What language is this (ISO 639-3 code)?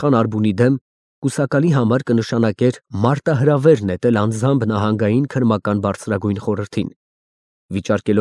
hye